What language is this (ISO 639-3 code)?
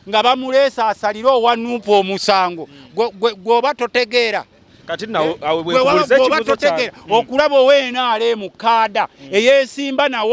lug